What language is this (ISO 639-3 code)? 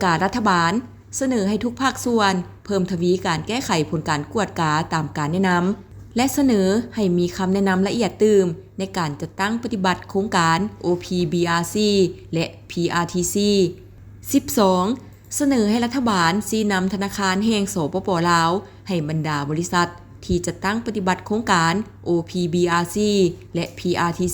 lao